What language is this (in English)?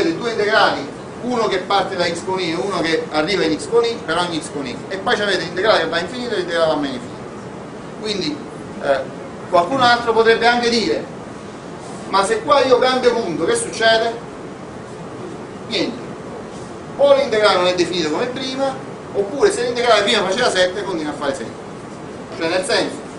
Italian